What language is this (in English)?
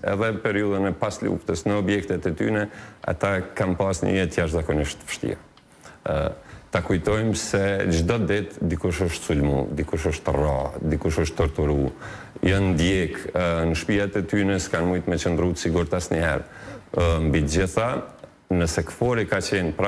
Albanian